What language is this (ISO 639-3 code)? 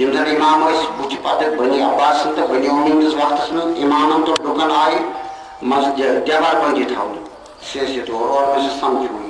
kas